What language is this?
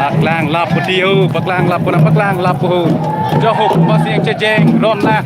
Karbi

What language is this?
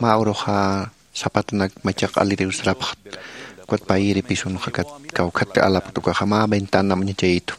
Aymara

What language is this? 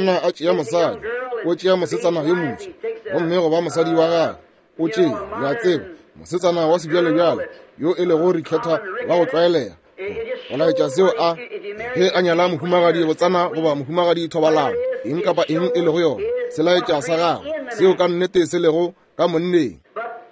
Northern Sotho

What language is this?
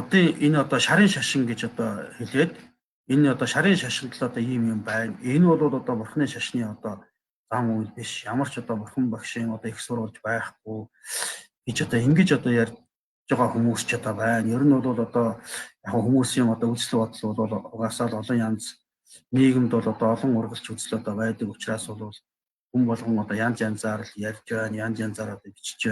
Mongolian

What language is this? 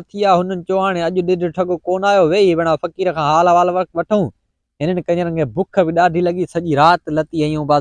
Sindhi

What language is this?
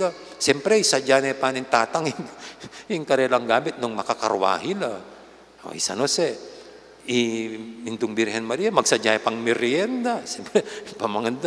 Pampanga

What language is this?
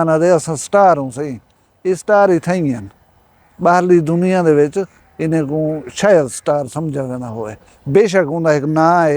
Saraiki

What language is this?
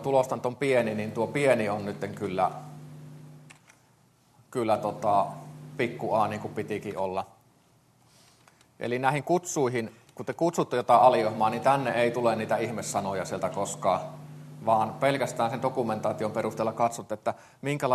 Finnish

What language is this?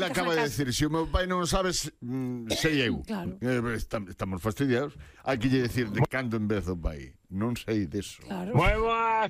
Galician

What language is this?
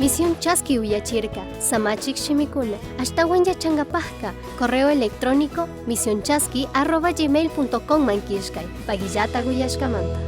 Chimborazo Highland Quichua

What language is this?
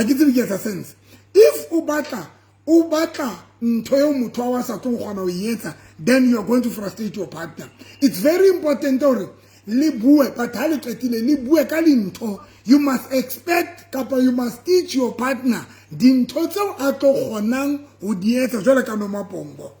Southern Sotho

